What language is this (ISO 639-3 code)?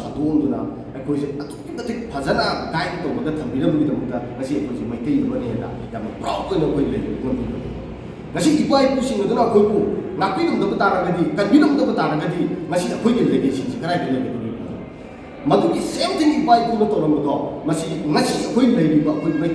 mni